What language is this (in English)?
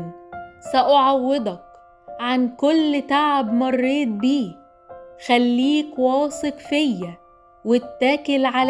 Egyptian Arabic